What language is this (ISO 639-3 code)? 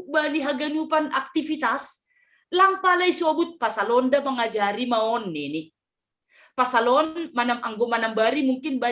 bts